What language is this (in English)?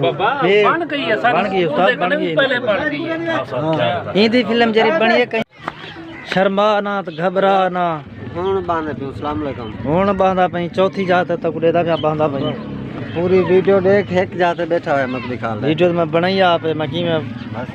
Saraiki